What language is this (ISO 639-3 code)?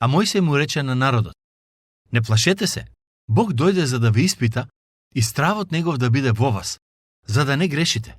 mkd